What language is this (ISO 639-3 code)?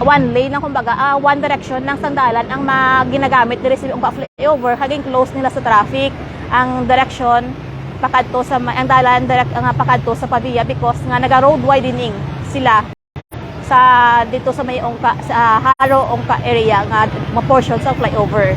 hil